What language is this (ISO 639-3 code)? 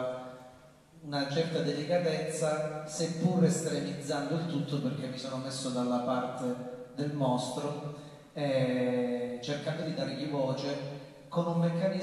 ita